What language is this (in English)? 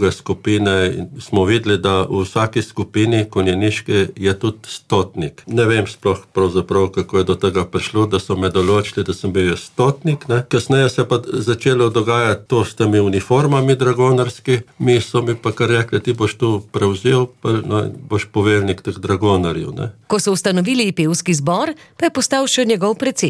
Slovenian